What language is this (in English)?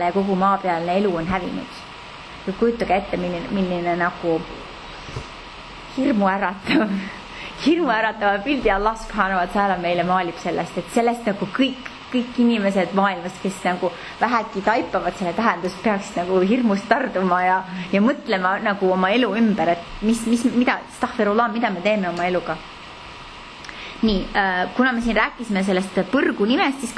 Estonian